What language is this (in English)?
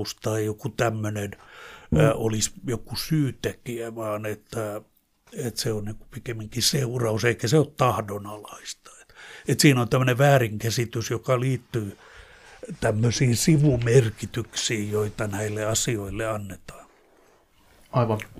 Finnish